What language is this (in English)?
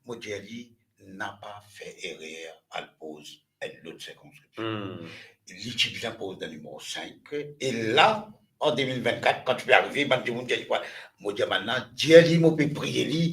Morisyen